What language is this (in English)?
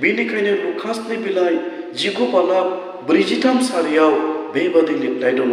Bodo